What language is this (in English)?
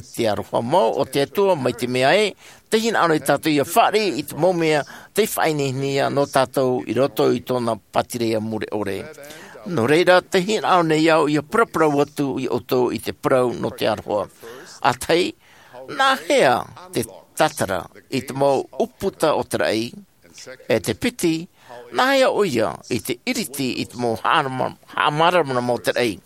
Tahitian